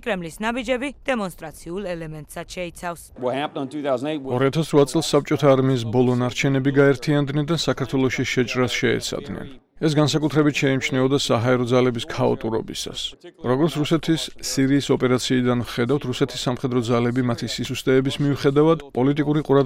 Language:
Georgian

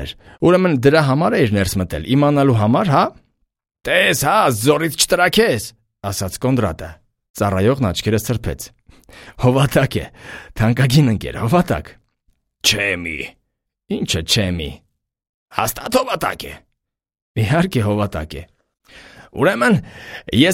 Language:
Armenian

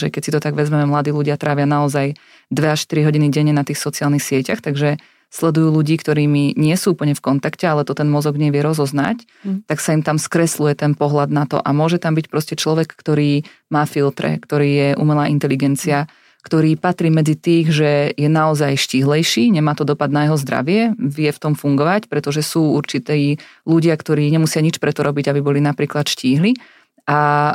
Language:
Slovak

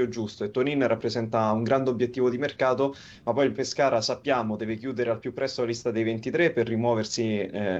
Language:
Italian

